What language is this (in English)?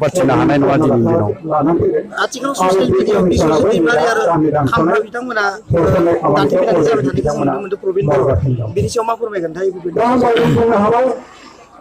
Bodo